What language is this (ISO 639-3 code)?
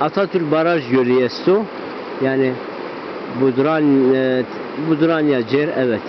zza